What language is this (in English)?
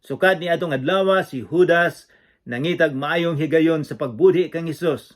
Cebuano